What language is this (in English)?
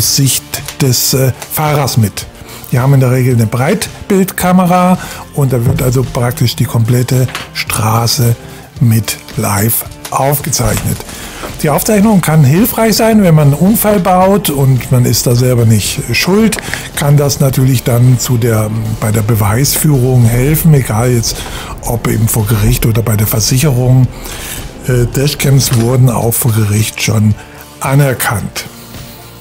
German